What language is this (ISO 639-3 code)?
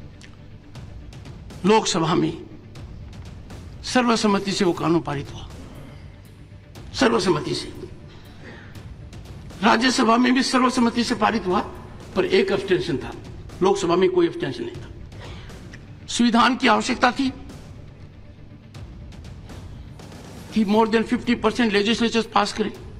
hin